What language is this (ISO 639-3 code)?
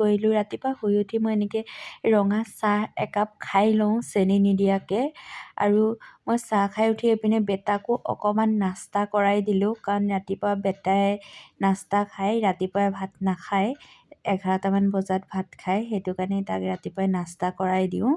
asm